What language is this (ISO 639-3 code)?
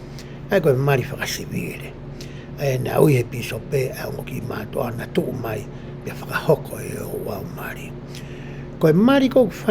ton